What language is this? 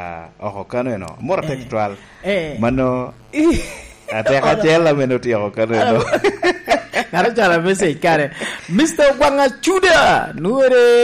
Lango (Uganda)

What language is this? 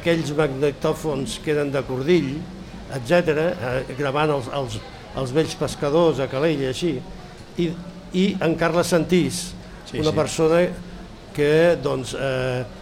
Catalan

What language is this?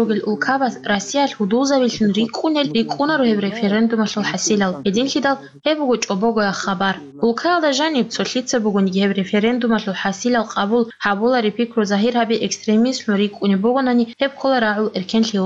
Avaric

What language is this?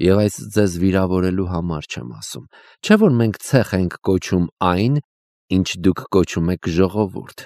Armenian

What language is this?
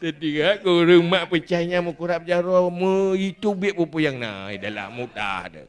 Achinese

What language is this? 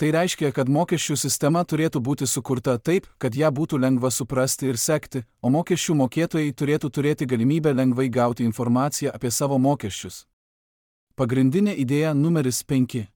Lithuanian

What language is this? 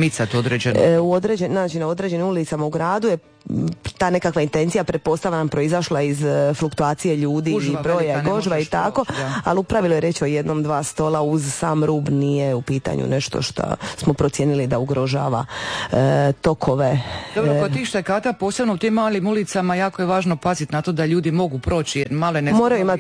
Croatian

